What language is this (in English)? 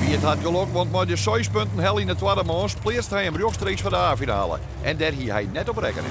Western Frisian